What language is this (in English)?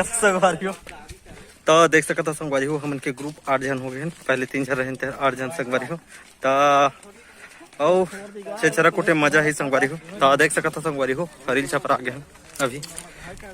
Chhattisgarhi